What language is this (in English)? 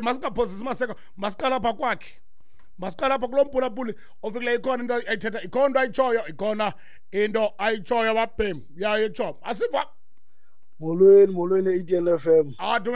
Xhosa